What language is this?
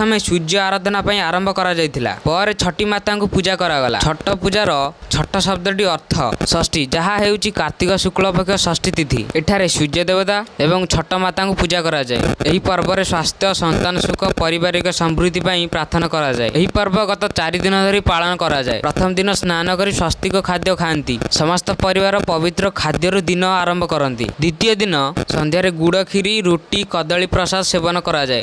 Odia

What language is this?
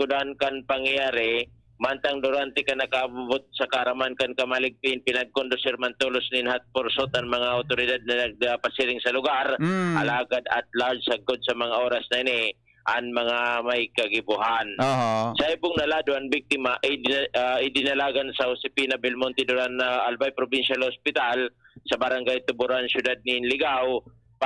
Bikol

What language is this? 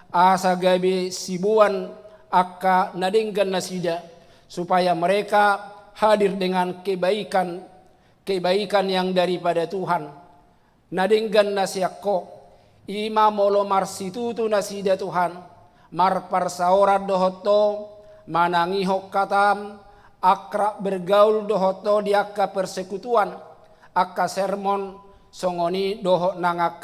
Batak Toba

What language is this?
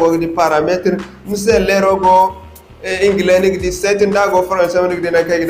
Zarma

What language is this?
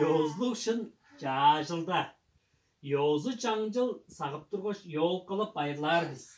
Tuvinian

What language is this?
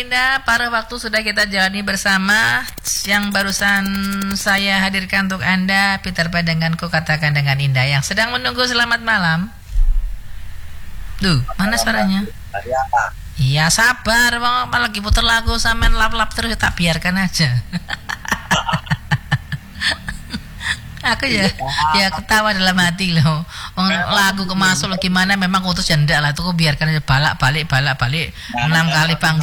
Indonesian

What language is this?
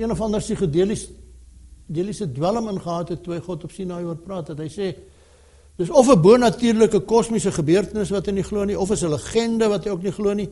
Afrikaans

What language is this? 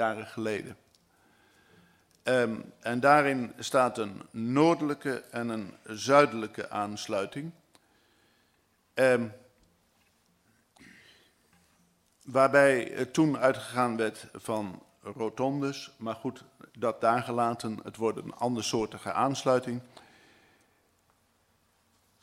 Dutch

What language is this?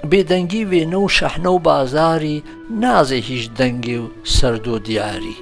Gurani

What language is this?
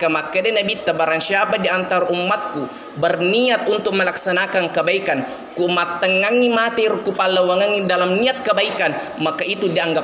Buginese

